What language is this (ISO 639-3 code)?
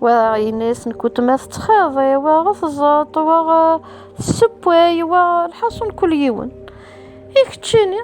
kab